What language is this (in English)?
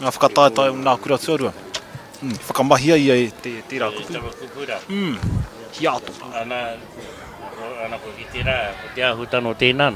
Māori